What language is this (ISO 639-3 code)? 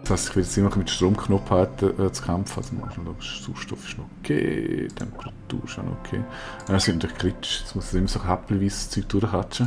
gsw